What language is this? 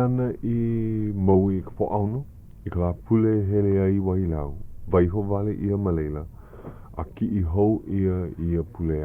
Hawaiian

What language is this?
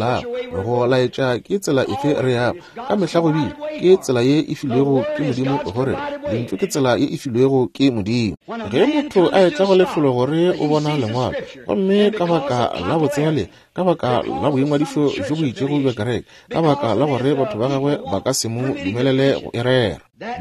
Northern Sotho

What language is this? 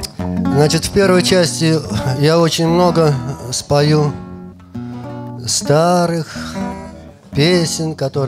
Russian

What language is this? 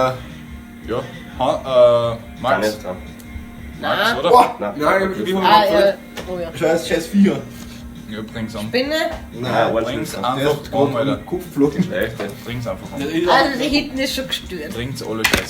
Bavarian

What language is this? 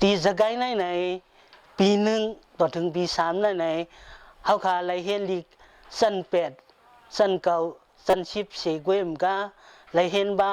Shan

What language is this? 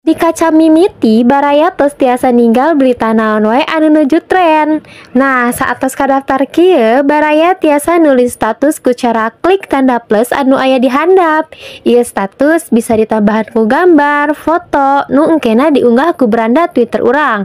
Sundanese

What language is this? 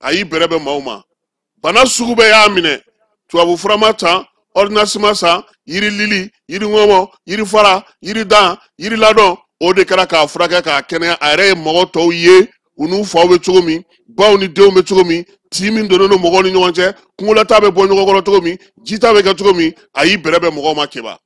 Bambara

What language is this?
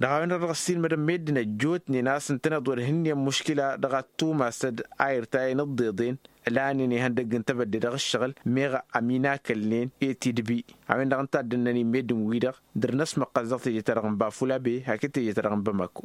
Tamasheq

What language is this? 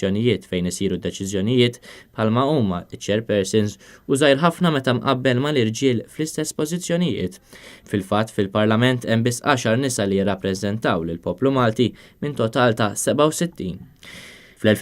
Maltese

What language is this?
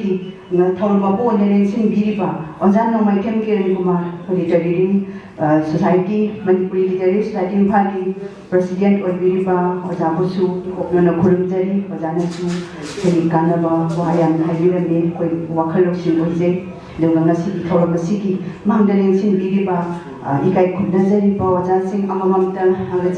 Manipuri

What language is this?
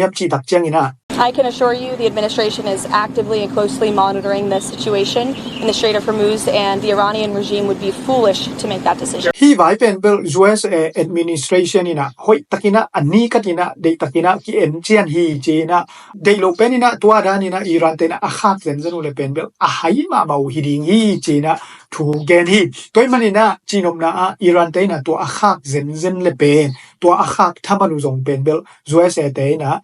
Tedim Chin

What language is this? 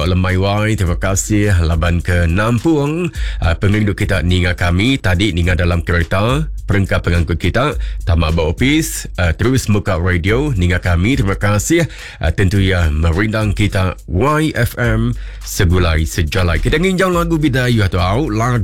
Iban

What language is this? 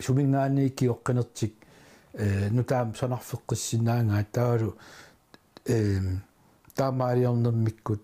Kalaallisut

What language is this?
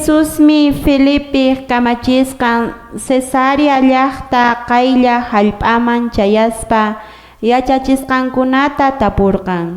Quechua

